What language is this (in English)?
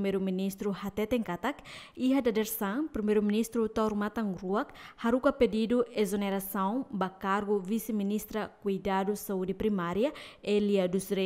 Tetum